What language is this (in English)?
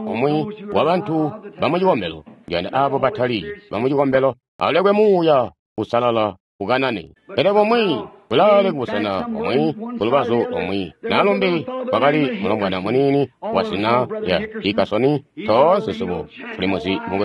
Tonga (Zambia)